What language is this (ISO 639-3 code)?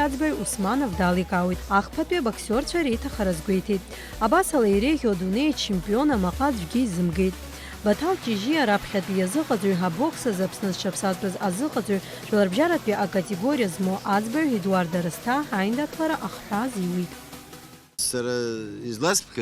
abk